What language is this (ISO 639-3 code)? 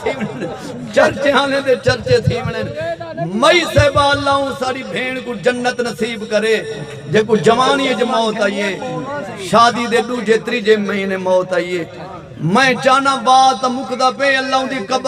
skr